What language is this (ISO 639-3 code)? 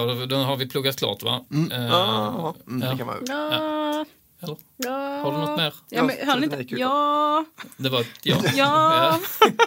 swe